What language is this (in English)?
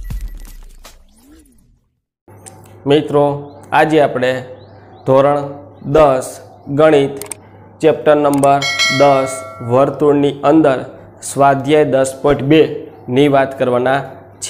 Gujarati